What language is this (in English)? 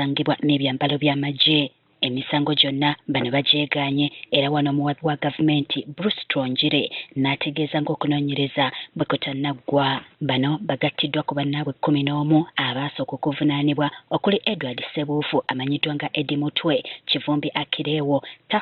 Ganda